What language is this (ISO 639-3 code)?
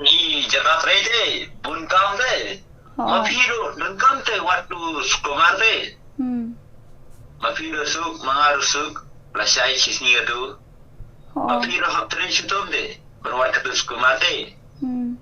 kha